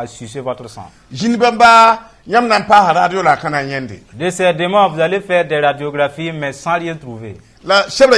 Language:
Mossi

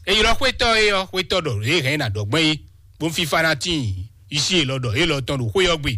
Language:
Fon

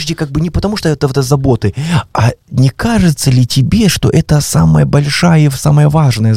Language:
Russian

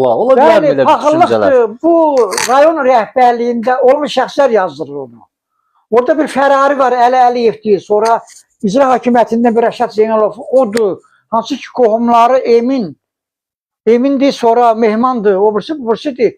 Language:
Azerbaijani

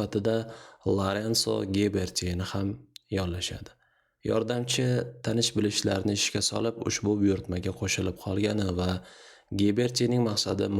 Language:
Uzbek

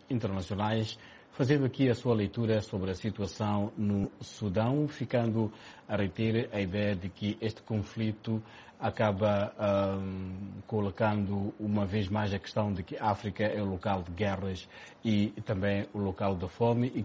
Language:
Portuguese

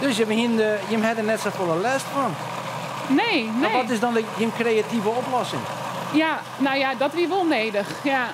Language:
Western Frisian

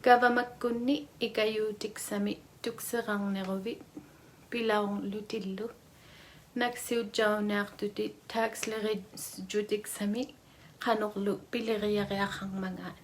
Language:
Inuktitut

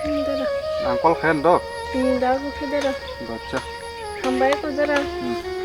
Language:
Kok Borok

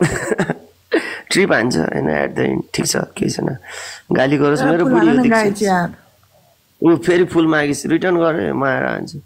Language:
Nepali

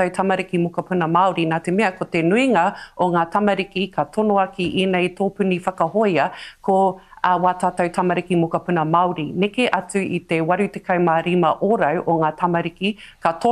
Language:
Māori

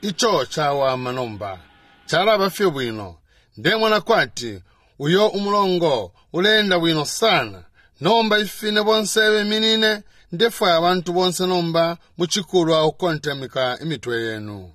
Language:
Bemba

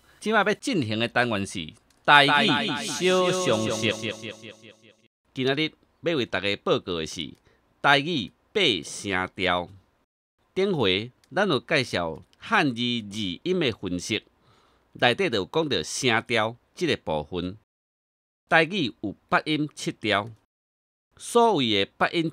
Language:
Min Nan Chinese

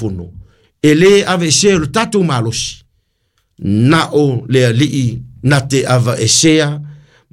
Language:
Samoan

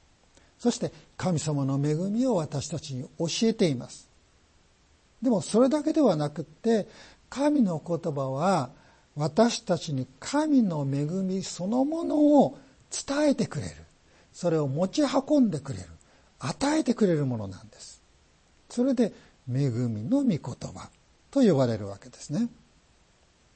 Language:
Japanese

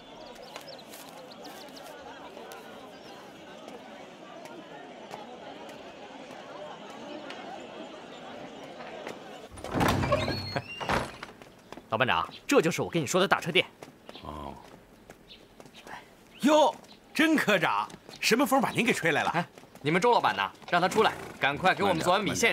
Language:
Chinese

